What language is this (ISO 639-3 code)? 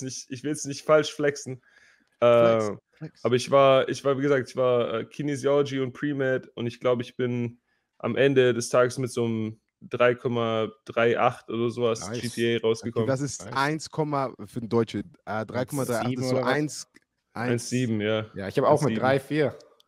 deu